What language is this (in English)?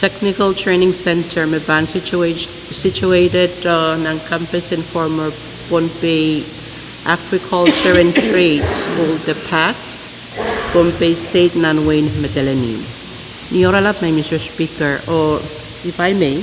Pohnpeian